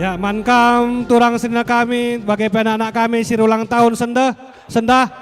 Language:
Batak Karo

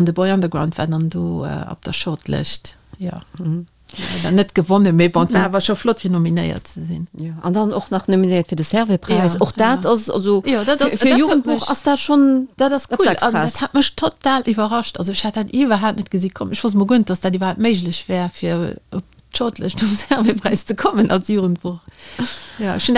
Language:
Luxembourgish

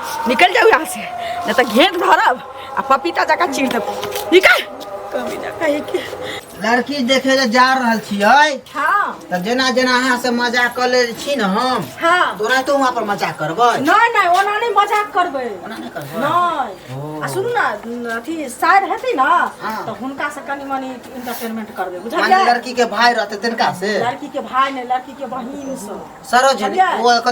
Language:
Maithili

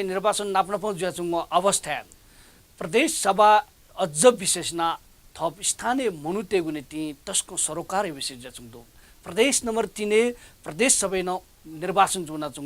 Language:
Newari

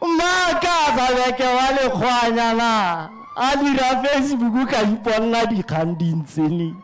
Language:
Tswana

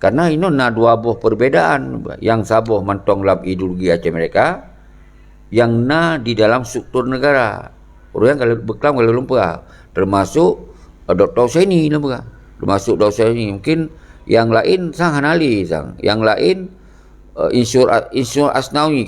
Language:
Achinese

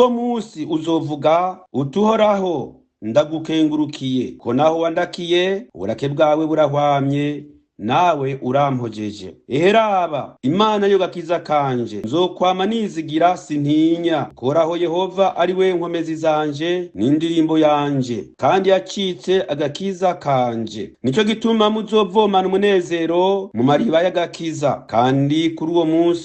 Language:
Rundi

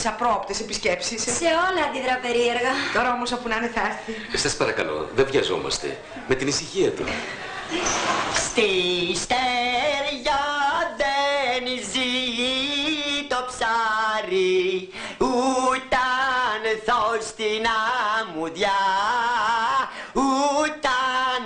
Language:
Greek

